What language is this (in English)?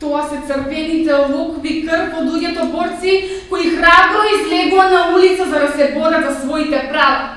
Macedonian